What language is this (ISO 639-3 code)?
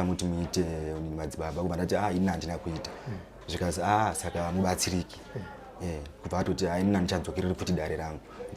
sna